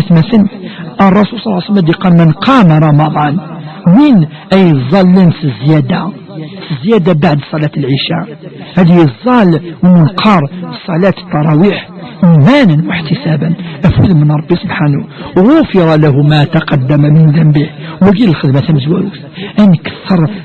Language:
Kabyle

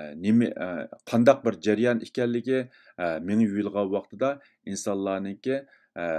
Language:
Uyghur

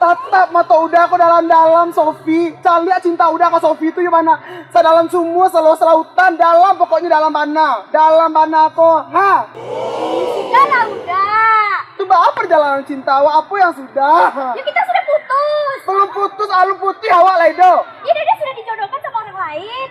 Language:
Minangkabau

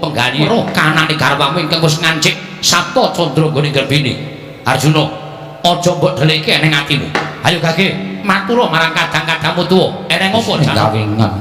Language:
Javanese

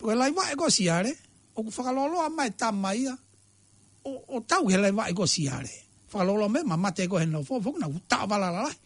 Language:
Tongan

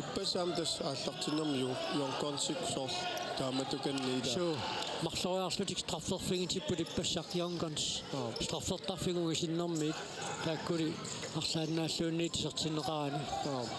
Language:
Kalaallisut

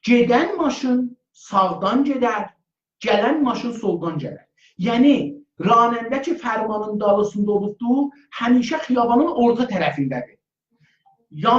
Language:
South Azerbaijani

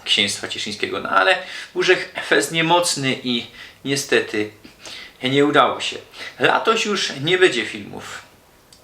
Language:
Silesian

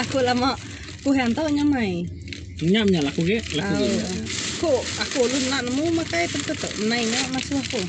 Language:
Iban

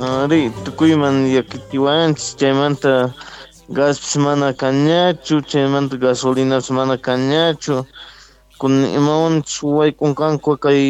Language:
South Bolivian Quechua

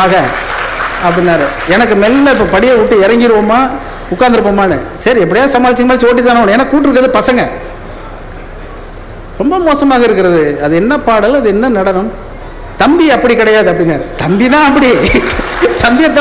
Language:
Tamil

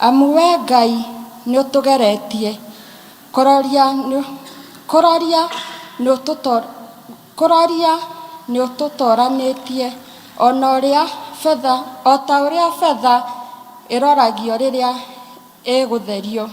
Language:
Kikuyu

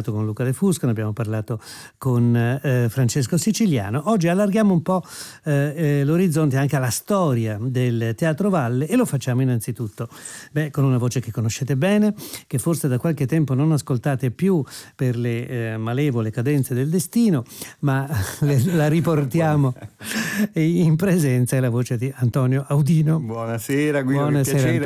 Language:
Italian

